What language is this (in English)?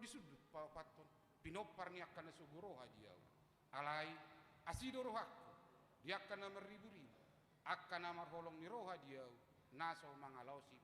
Batak Toba